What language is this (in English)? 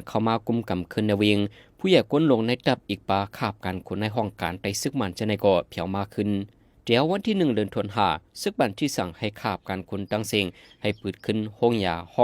Shan